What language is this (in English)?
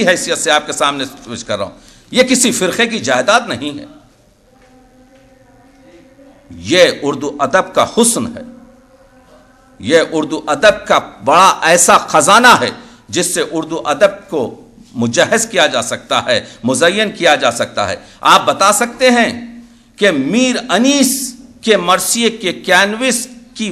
Urdu